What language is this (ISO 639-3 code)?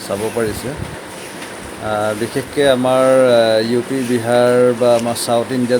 asm